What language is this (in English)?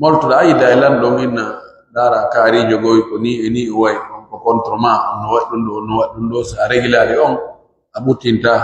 Pular